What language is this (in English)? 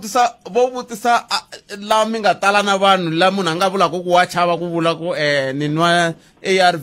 Tsonga